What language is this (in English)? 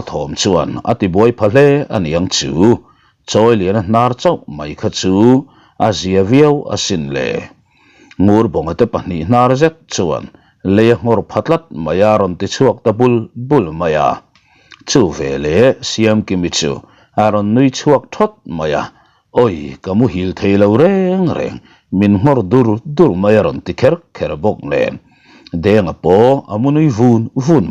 Mizo